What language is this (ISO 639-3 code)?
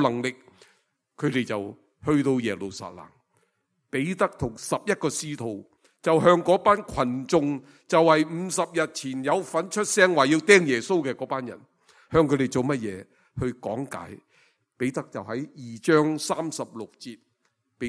yue